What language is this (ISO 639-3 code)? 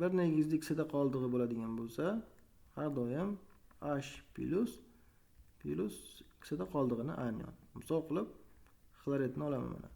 uzb